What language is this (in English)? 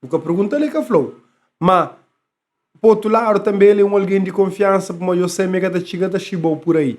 Kabuverdianu